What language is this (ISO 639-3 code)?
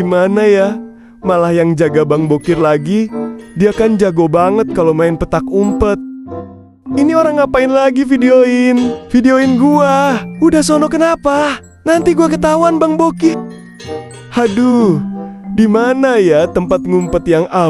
bew